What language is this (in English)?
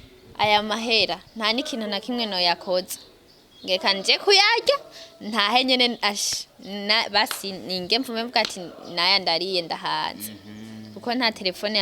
Rundi